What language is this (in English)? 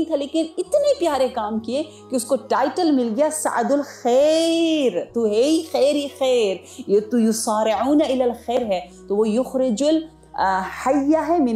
Urdu